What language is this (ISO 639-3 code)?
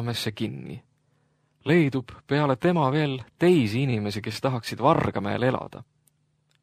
est